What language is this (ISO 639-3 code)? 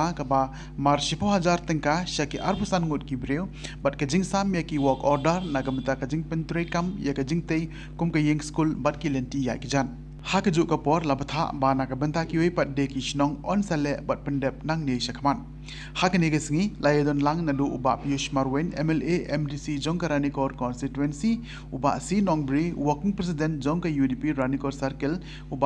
kha